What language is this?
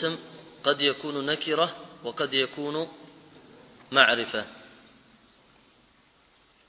Arabic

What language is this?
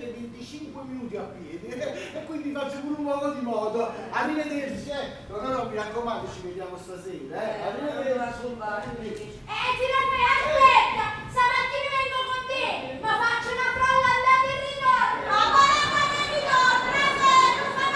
Neapolitan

